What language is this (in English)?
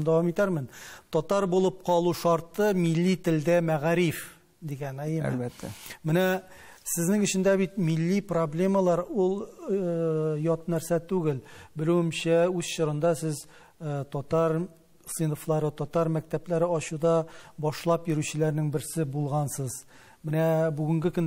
Tatar